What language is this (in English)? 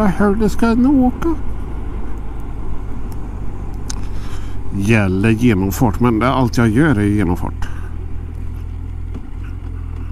Swedish